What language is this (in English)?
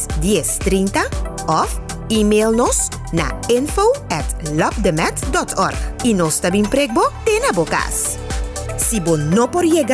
Papiamento